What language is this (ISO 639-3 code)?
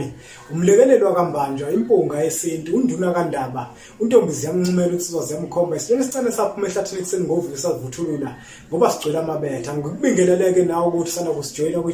zul